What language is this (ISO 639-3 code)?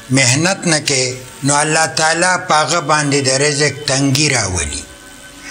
pus